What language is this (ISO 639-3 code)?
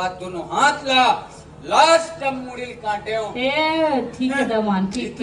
hne